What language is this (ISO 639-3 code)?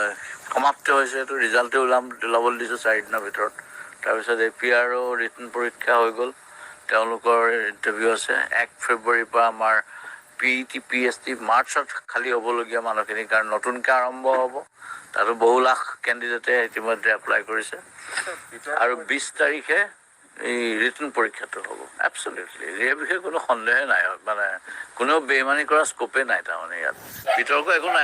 asm